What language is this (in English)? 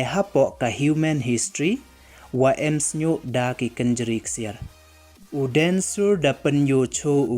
Pnar